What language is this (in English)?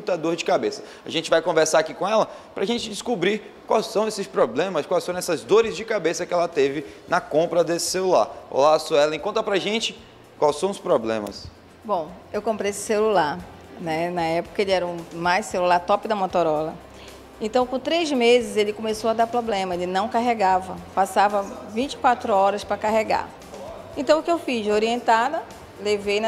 Portuguese